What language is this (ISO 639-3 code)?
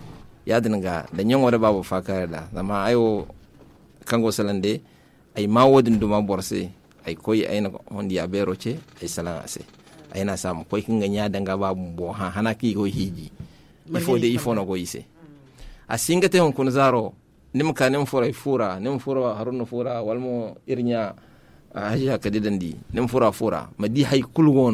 dje